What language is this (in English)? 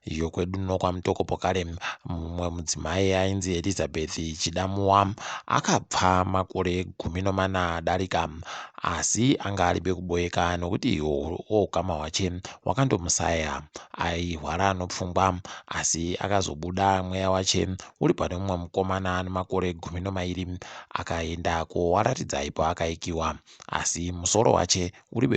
Ndau